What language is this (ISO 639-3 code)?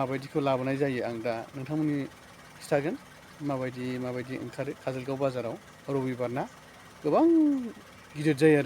brx